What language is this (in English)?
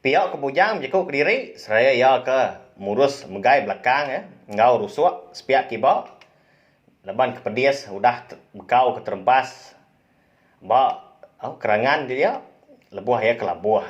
Iban